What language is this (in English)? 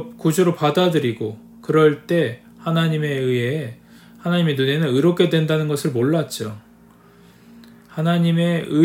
Korean